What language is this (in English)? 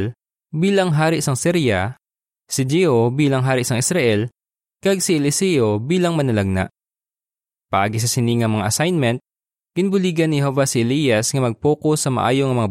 Hiligaynon